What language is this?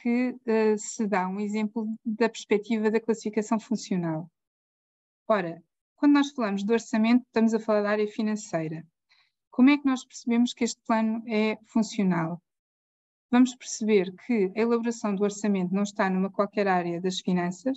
Portuguese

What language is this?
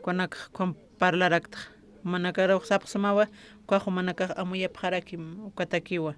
Aymara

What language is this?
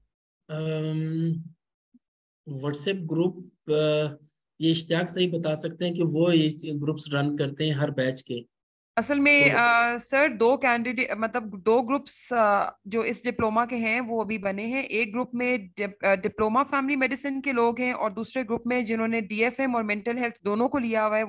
Hindi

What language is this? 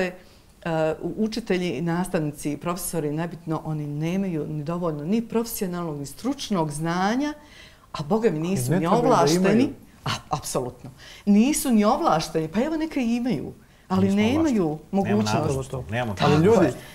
Bosnian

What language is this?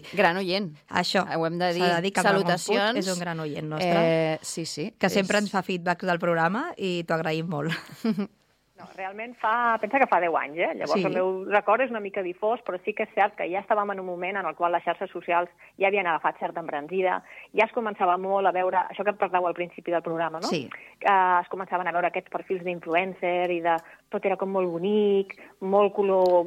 Catalan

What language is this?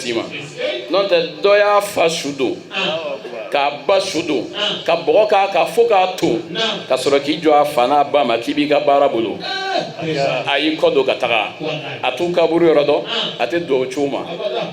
Bambara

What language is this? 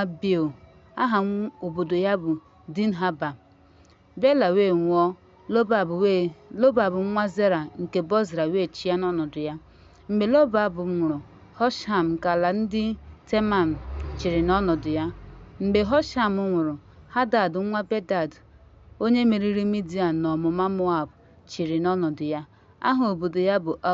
Igbo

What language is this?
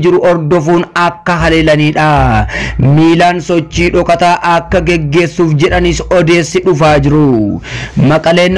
Oromo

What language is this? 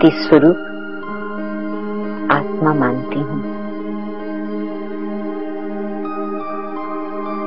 Hindi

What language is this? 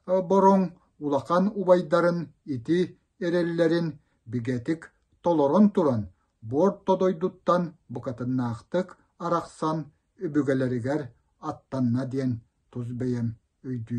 Yakut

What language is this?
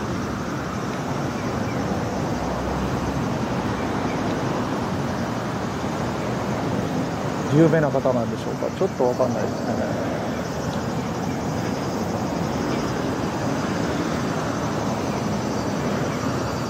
Japanese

